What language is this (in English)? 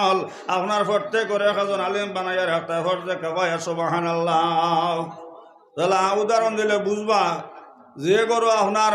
Sylheti